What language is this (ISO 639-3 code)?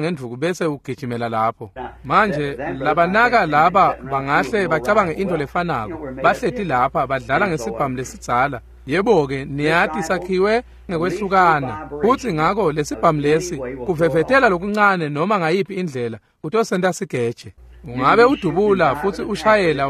ssw